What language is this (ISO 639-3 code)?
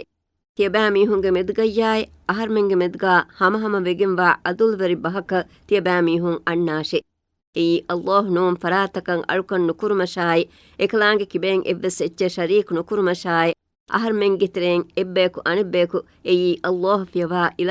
div